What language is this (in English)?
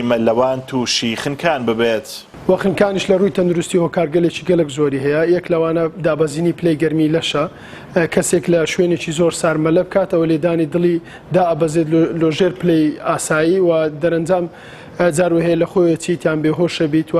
Central Kurdish